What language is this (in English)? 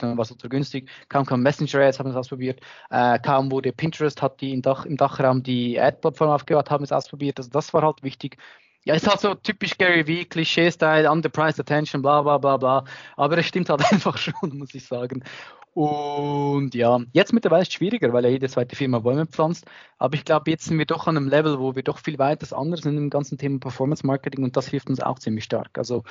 German